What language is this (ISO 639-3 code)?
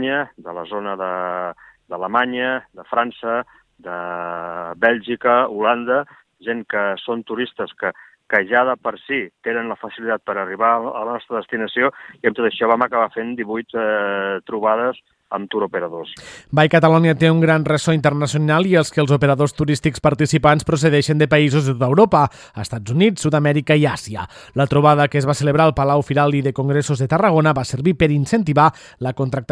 cat